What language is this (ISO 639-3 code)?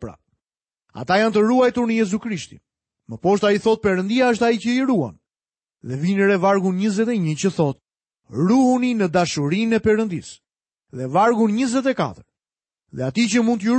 sqi